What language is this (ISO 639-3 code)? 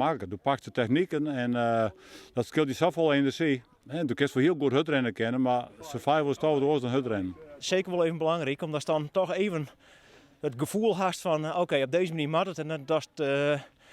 fry